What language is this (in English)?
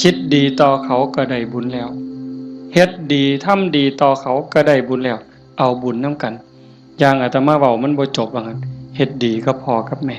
Northeastern Thai